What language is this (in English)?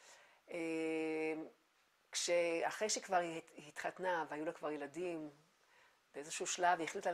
Hebrew